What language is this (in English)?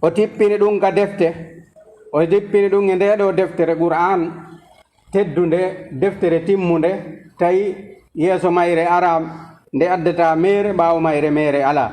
Fula